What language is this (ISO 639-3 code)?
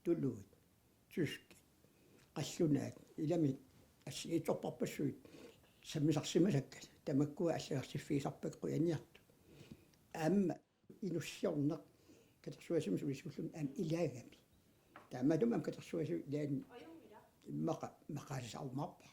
kal